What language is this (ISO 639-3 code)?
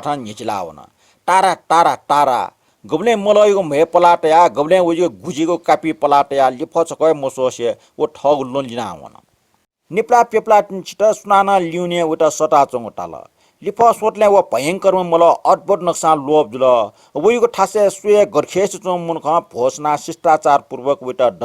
new